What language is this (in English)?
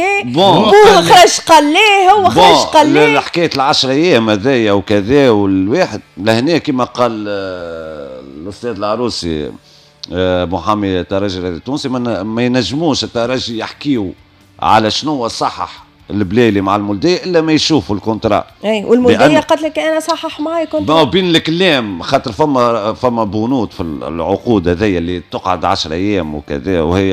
Tunisian Arabic